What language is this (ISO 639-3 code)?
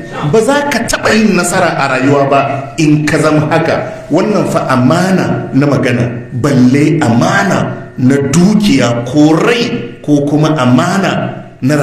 hau